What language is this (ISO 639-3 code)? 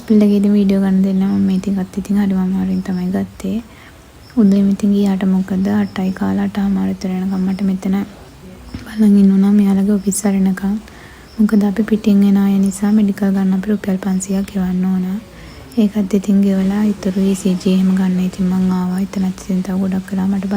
sin